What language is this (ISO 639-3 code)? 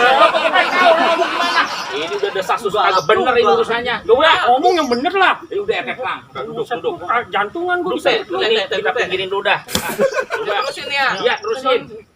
bew